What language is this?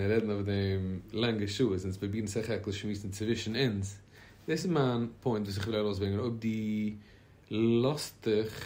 Yiddish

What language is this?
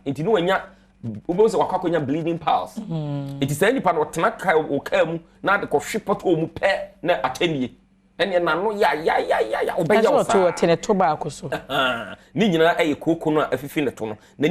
Akan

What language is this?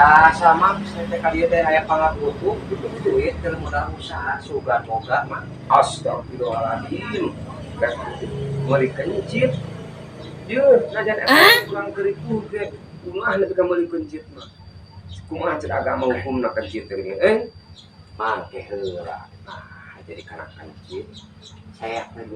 Sundanese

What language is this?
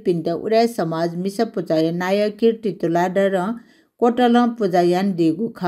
Newari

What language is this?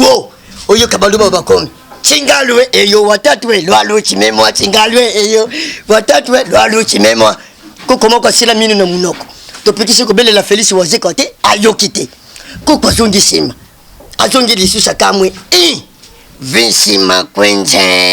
Lingala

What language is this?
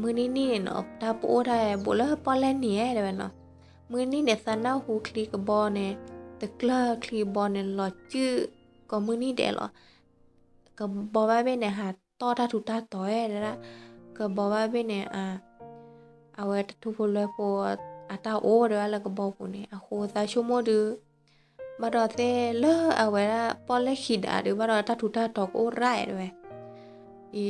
S'gaw Karen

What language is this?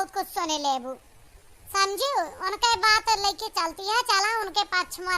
Awadhi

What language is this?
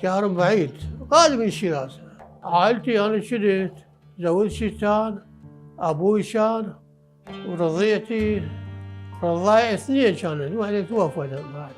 Mesopotamian Arabic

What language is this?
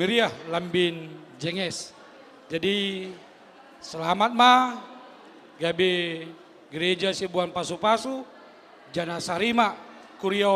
Batak Simalungun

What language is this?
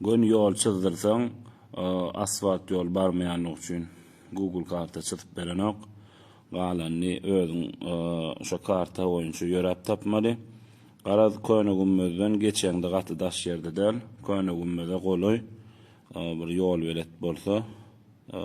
Turkmen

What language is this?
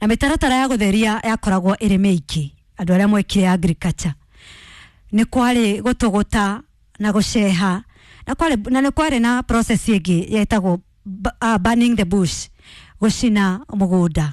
Kikuyu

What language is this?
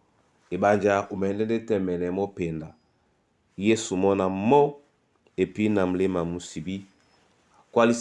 Duala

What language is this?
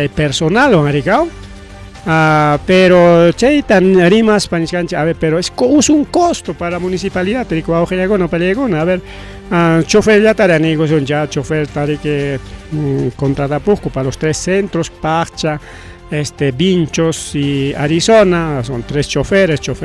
Ayacucho Quechua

